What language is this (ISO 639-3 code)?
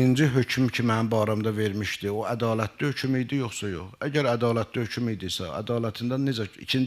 aze